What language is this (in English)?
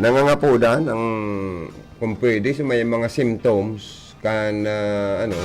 Bikol